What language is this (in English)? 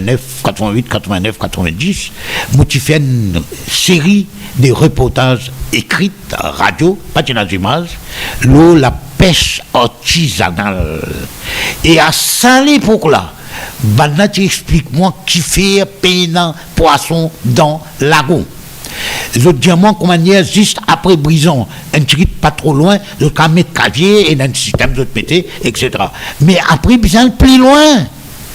Morisyen